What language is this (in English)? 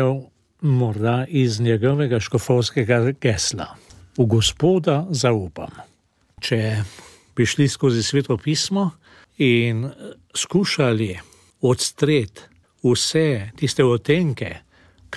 Slovenian